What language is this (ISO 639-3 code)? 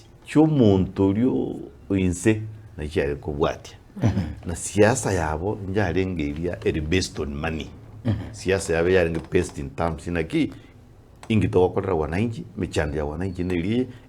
guz